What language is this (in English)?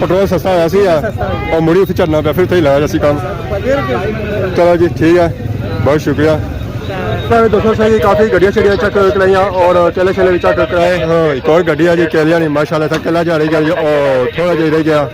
Pahari-Potwari